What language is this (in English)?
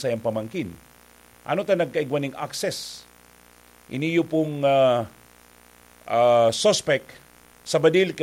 Bikol